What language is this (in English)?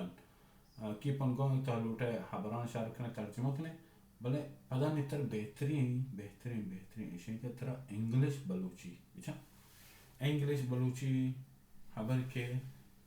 Baluchi